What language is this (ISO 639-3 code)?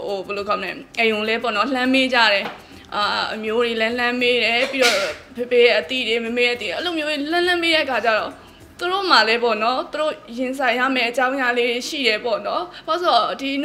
mya